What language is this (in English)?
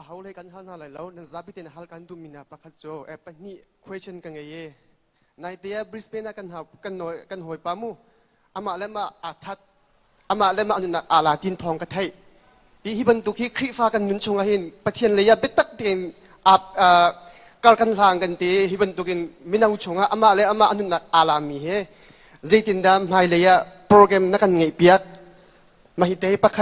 Hakha Chin